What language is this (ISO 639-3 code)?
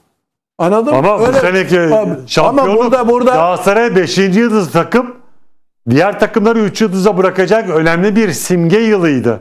tur